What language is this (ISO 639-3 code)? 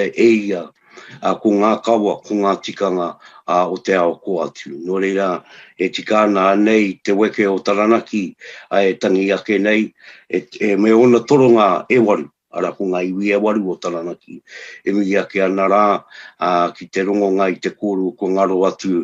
mri